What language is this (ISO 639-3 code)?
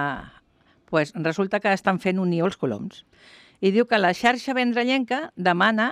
cat